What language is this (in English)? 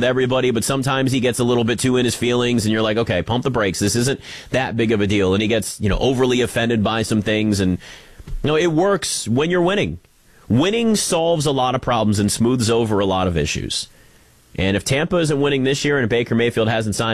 English